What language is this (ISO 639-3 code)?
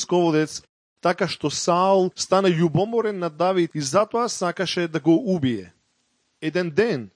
mkd